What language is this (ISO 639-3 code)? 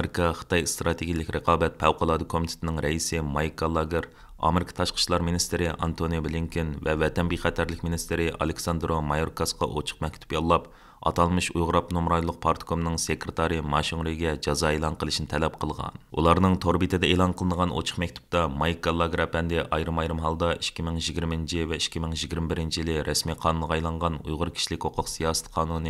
uig